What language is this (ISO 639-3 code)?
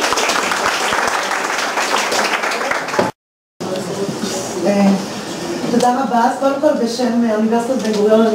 heb